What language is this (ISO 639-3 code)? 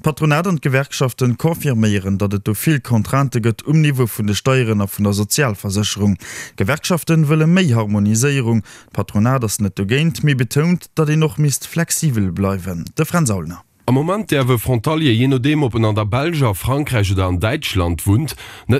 ltz